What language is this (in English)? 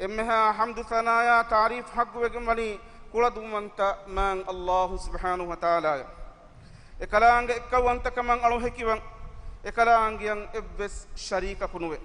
Divehi